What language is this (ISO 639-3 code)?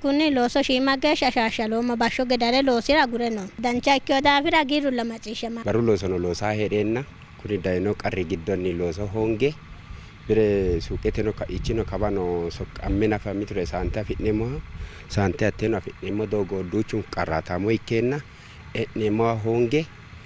sid